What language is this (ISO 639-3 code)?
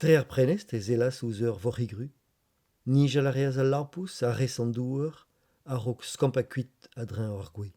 bre